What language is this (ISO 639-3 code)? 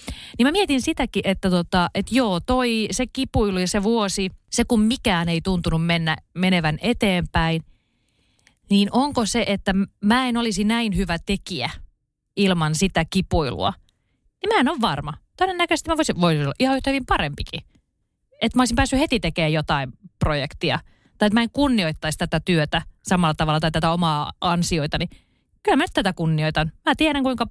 fin